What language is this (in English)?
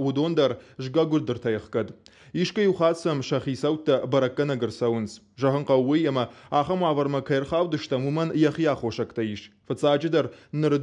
Ossetic